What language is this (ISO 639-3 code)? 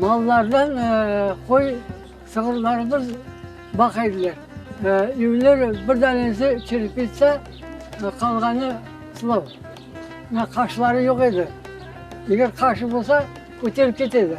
crh